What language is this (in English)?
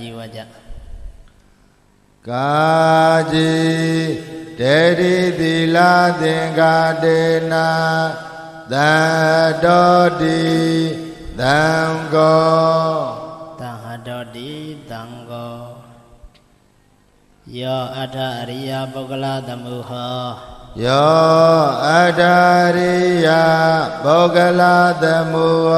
Burmese